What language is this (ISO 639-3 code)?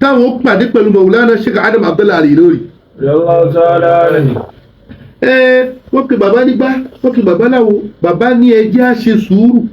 yor